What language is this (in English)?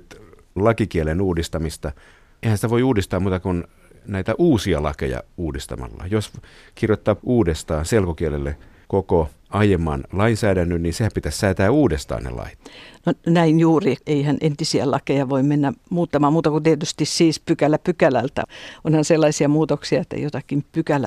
Finnish